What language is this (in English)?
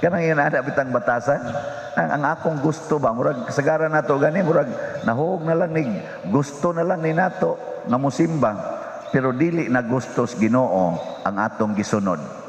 Cebuano